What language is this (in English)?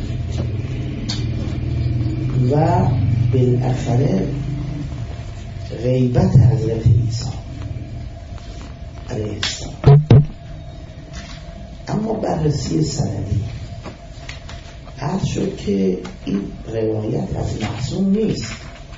Persian